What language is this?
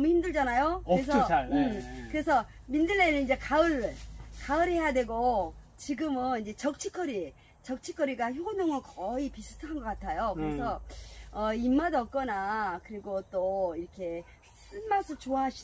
Korean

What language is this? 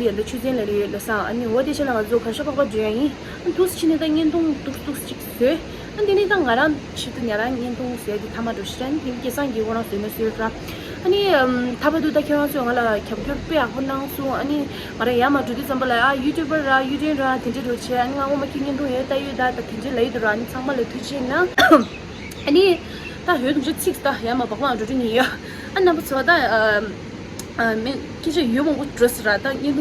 Tibetan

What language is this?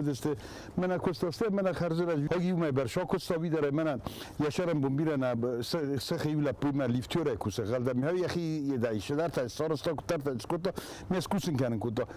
Ossetic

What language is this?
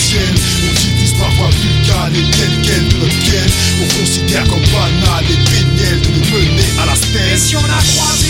French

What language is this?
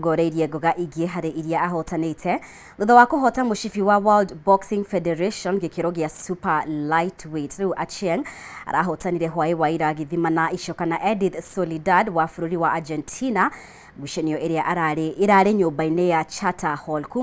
Kikuyu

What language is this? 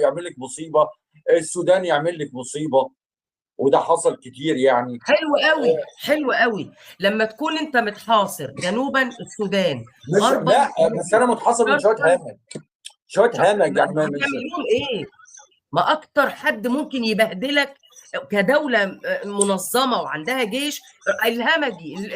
Egyptian Arabic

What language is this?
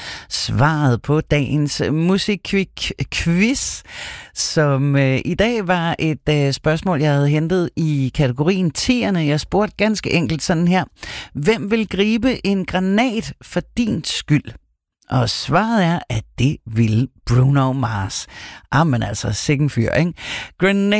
Danish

